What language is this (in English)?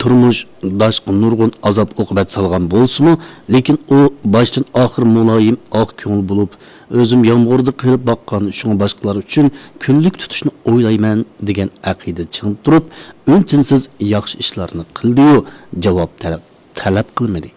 Uyghur